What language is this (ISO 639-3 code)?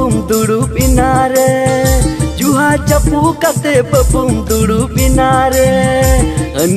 sat